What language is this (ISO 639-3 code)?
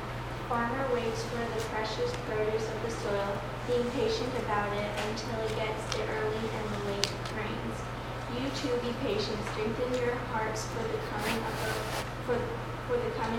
eng